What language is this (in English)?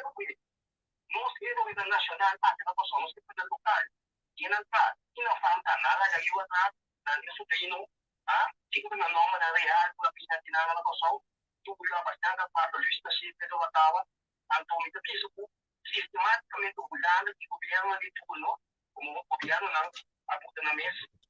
Papiamento